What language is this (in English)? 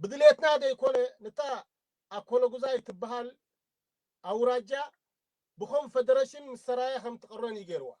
Tigrinya